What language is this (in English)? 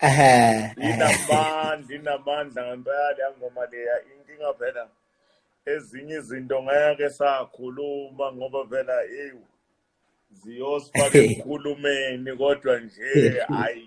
Zulu